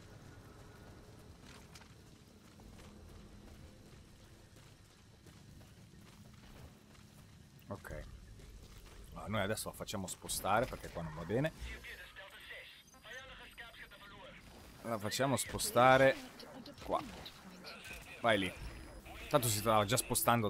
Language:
Italian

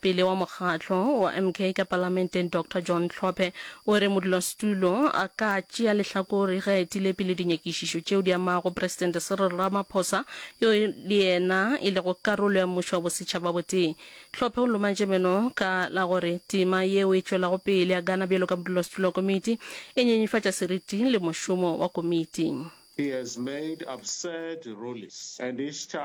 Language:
Northern Sotho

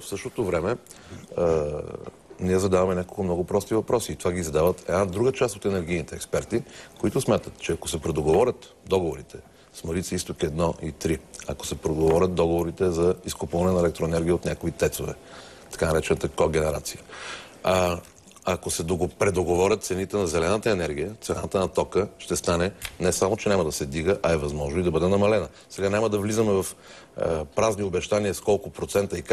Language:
Bulgarian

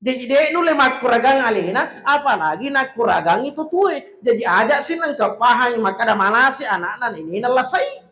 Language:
Buginese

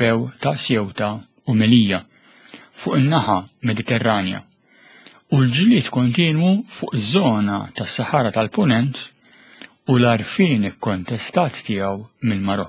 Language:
Maltese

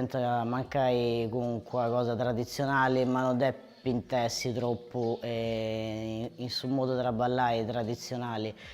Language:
Sardinian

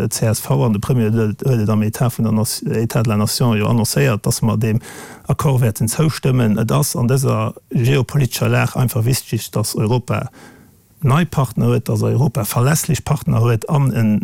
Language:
Luxembourgish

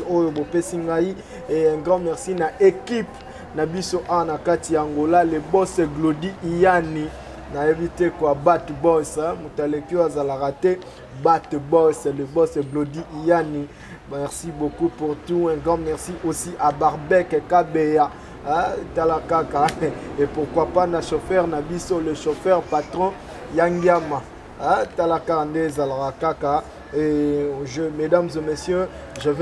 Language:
Lingala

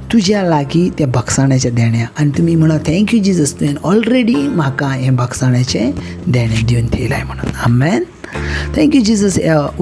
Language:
Konkani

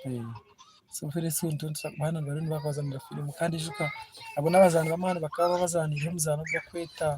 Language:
Nyankole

